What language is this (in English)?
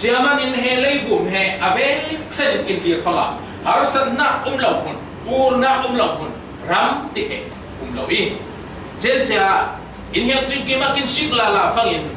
Falam Chin